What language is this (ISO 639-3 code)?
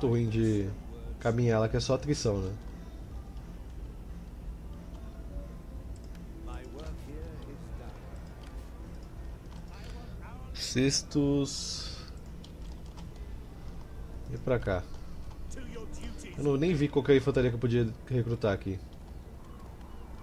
por